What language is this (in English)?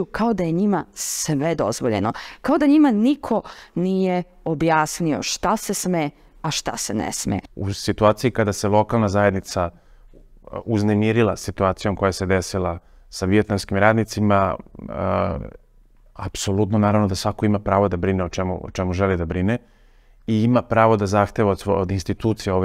Serbian